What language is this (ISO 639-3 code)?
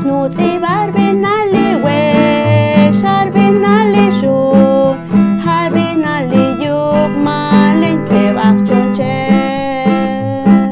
poh